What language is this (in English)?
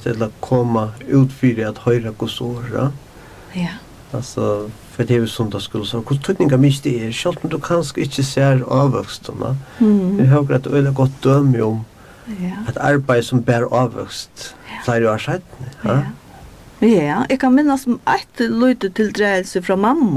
Faroese